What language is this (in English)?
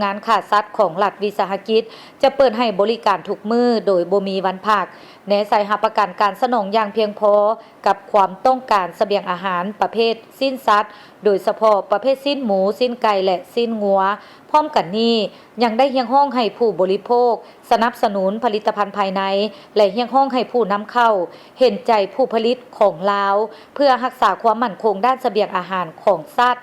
Lao